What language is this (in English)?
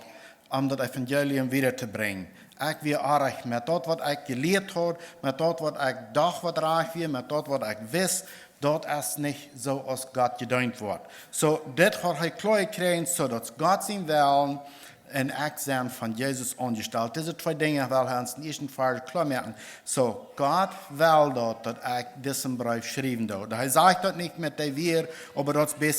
Plautdietsch